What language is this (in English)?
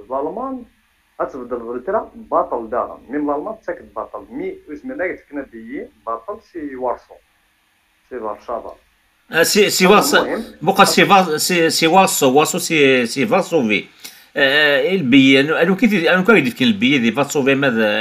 Kabyle